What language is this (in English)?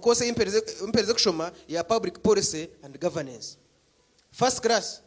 Nyankole